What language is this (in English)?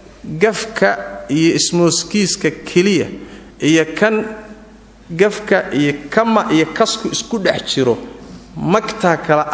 Somali